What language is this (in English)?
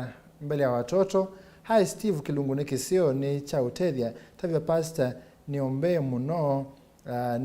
Kamba